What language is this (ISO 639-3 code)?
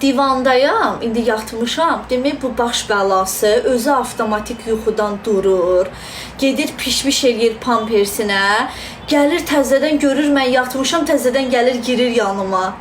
aze